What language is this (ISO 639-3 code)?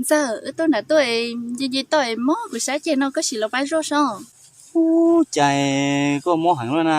hmn